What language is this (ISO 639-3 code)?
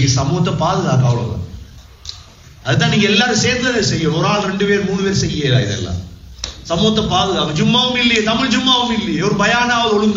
tam